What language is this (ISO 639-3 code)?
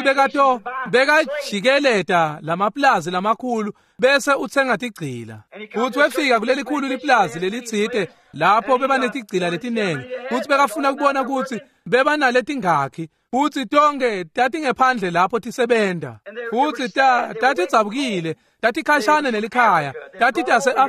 ssw